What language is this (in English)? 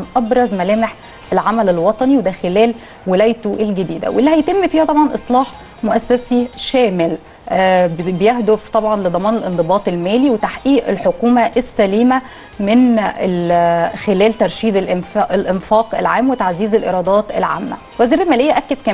Egyptian Arabic